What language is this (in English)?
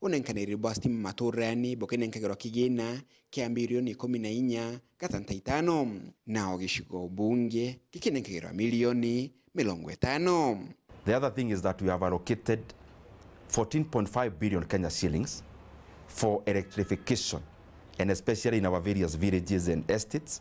Meru